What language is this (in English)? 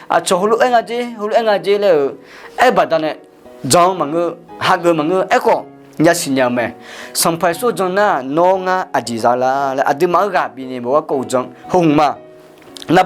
Akha